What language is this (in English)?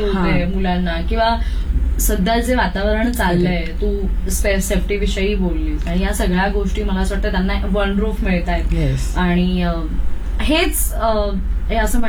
Marathi